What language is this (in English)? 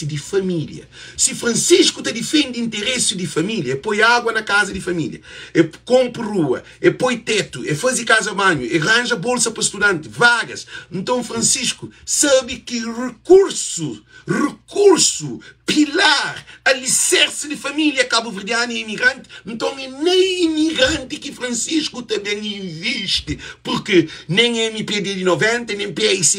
Kabuverdianu